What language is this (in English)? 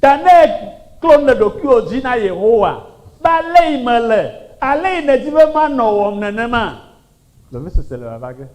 Ewe